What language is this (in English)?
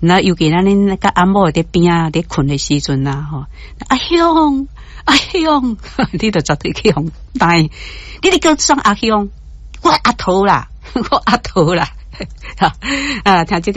Min Nan Chinese